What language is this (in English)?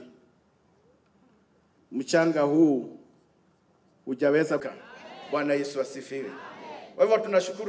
Swahili